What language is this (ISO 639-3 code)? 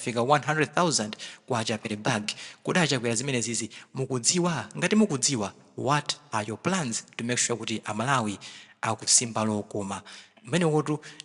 nya